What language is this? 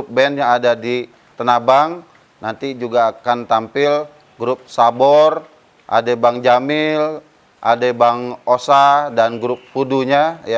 Betawi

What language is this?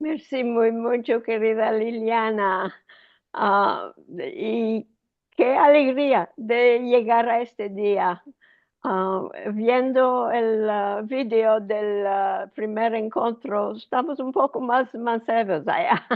Ladino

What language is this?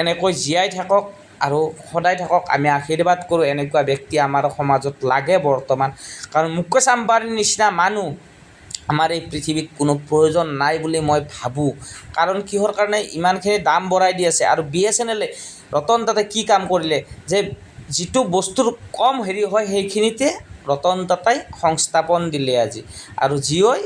Assamese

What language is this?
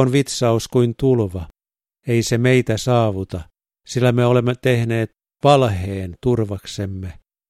Finnish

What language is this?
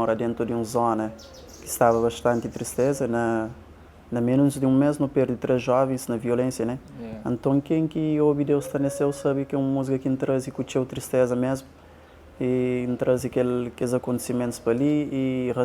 Kabuverdianu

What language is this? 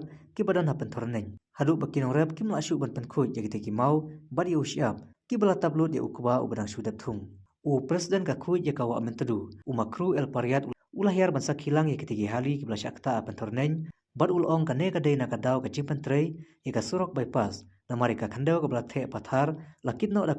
Khasi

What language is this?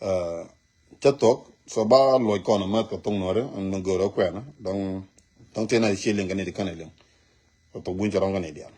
Nuer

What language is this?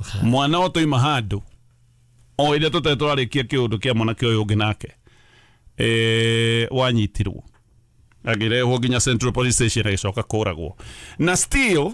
Kikuyu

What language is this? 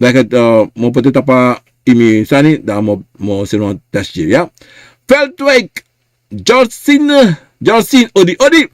Sranan Tongo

